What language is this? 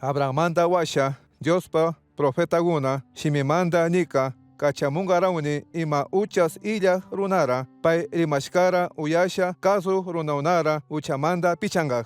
Chimborazo Highland Quichua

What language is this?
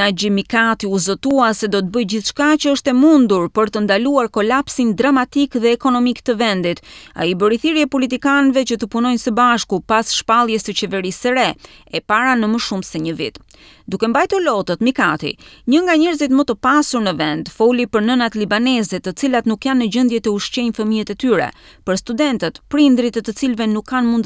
Albanian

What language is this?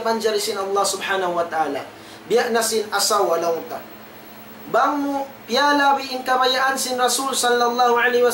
Tausug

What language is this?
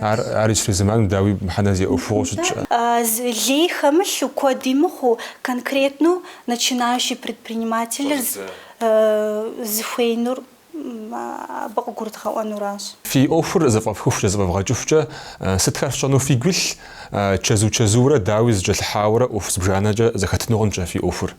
Kabardian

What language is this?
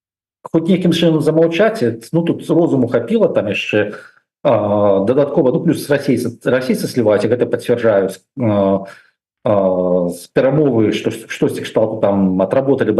Belarusian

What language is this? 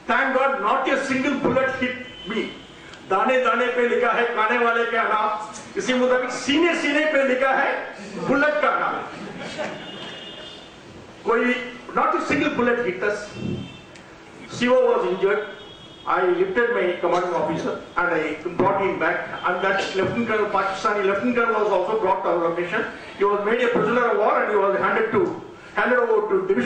English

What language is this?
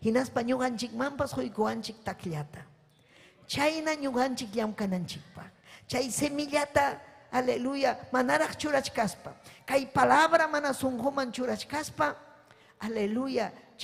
Ayacucho Quechua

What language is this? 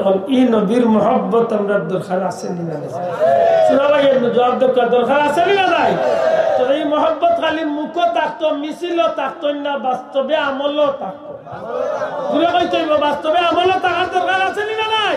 Sylheti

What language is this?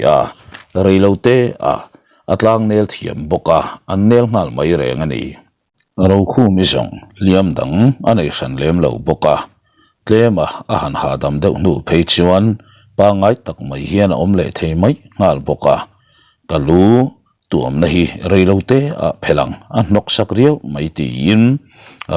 Mizo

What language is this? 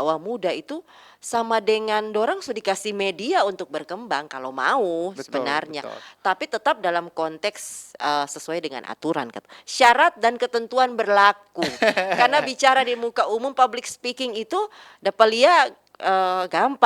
Manado Malay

